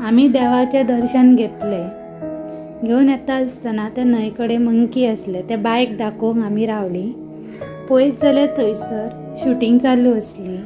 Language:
Konkani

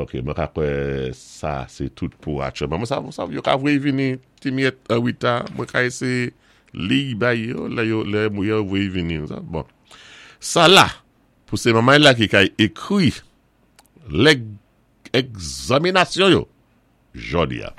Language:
Saint Lucian Creole French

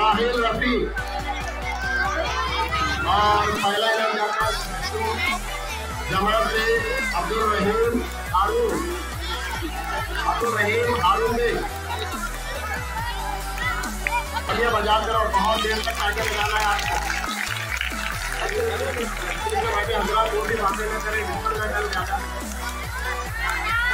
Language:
Hindi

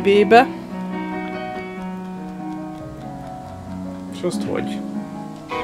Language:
Hungarian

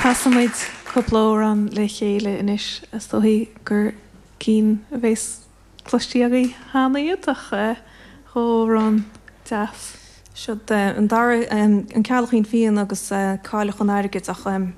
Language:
Irish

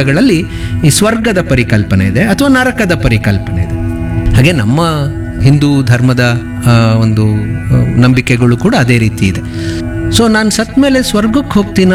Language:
Kannada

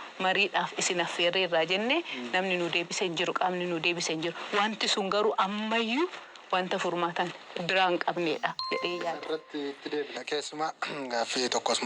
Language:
Oromo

